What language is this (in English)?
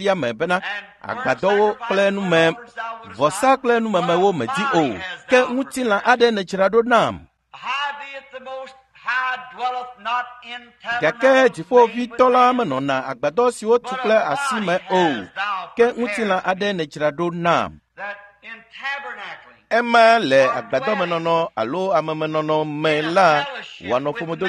Ewe